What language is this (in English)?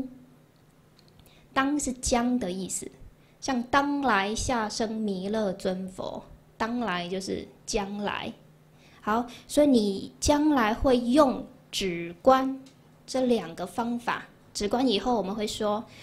Chinese